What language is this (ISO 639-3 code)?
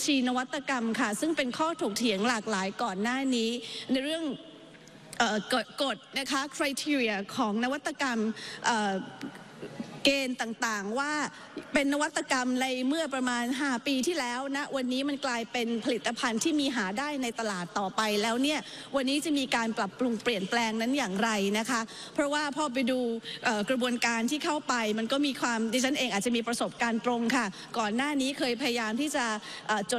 tha